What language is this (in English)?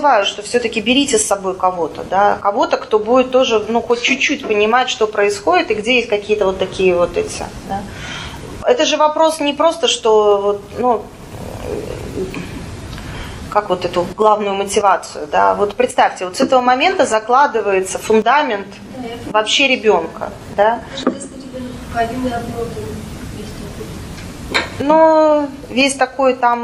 Russian